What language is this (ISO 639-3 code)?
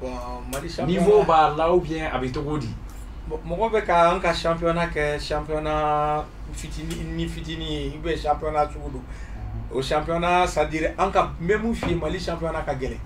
bam